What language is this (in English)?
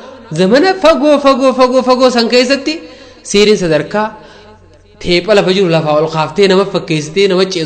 Oromo